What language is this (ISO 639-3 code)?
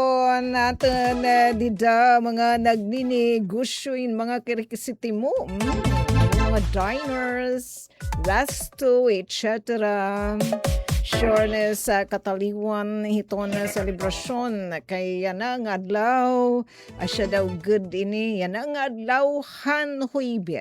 war